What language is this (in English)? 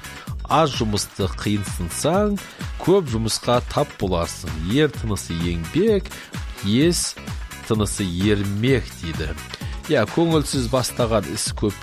Kazakh